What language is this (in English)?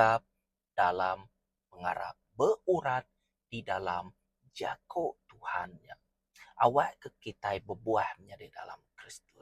Iban